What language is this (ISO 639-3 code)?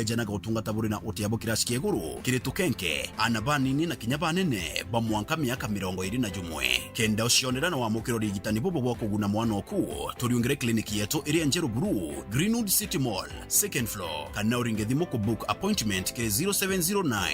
mer